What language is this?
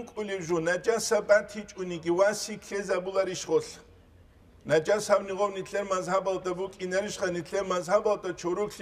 Avaric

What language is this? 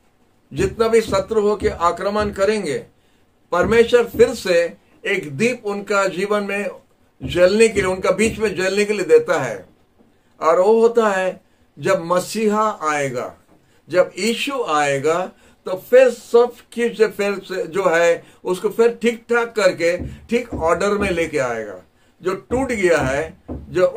Hindi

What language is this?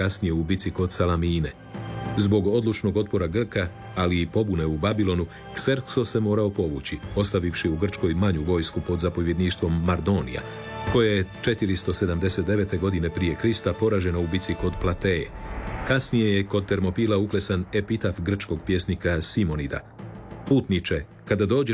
Croatian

